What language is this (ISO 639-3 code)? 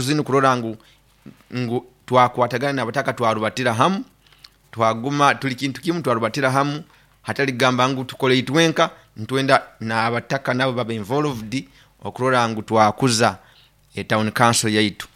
nyo